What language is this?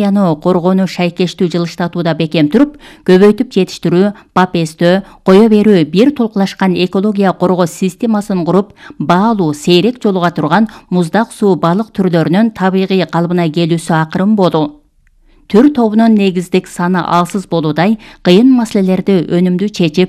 Kyrgyz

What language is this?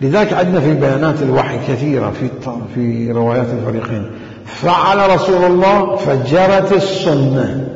Mesopotamian Arabic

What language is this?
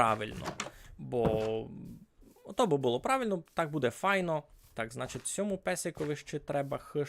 Rusyn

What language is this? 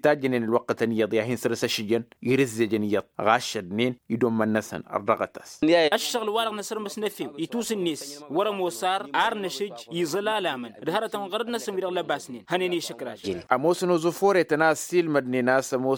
Tamasheq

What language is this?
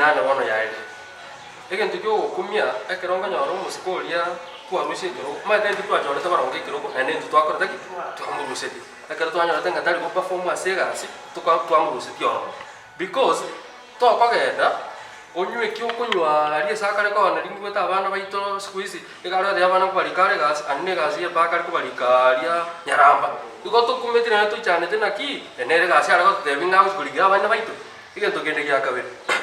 Gusii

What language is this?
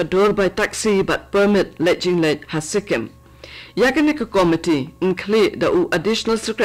Khasi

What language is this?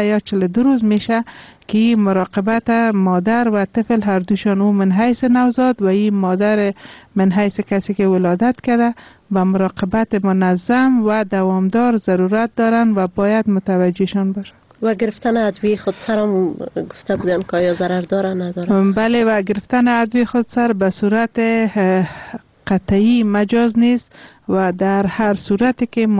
Persian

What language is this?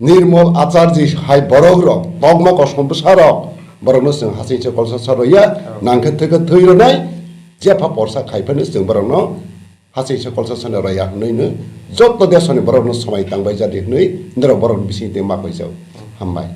Kok Borok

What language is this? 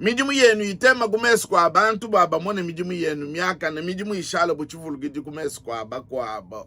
Luba-Lulua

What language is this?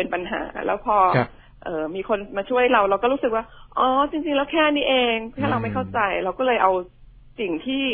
Thai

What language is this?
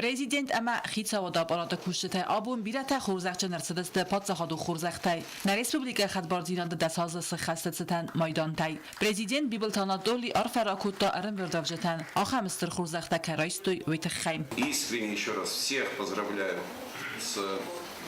Ossetic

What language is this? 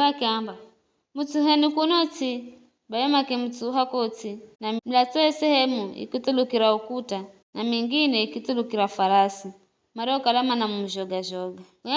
Giryama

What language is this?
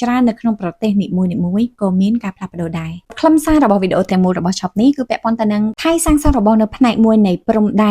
Khmer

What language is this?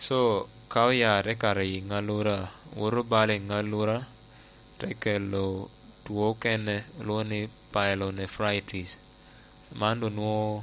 Lango (Uganda)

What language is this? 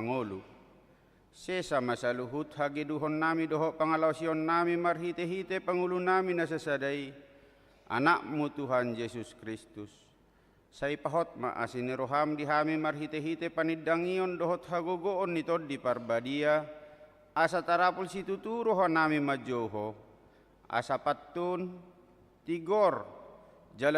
Batak Toba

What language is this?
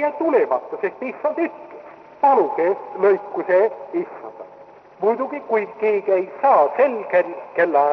Estonian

